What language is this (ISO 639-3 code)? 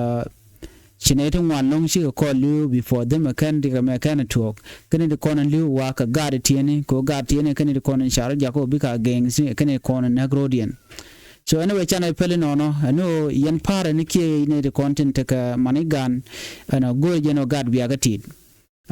nus